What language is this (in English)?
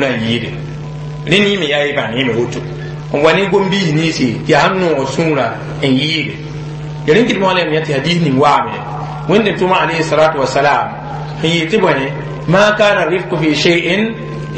Mossi